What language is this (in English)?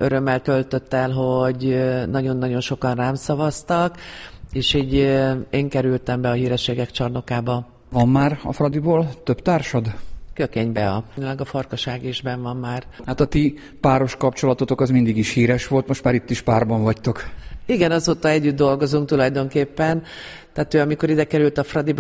Hungarian